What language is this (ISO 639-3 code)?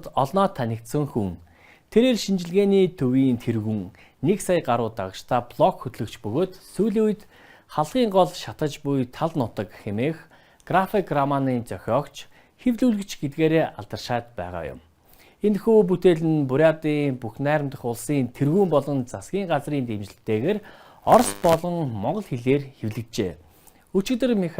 mon